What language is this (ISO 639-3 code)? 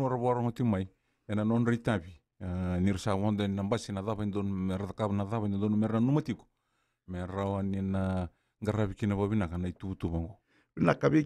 fij